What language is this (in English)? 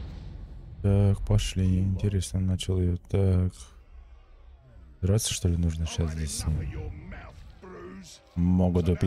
Russian